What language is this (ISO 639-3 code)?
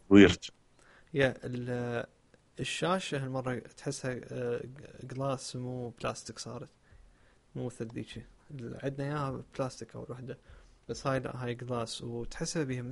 acm